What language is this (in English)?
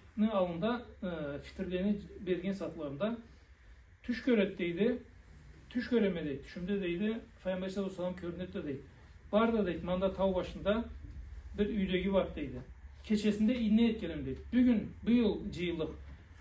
Karachay-Balkar